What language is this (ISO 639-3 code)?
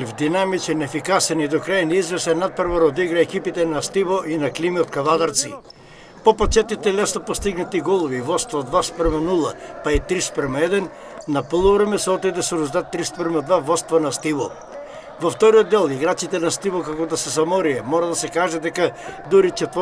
mkd